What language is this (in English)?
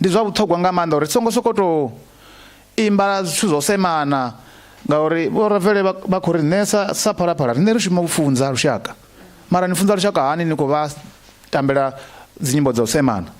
Venda